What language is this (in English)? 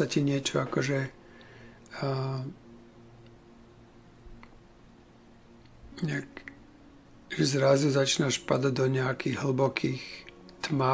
Slovak